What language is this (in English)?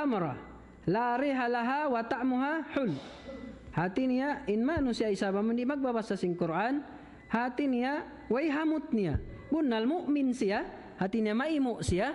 Tausug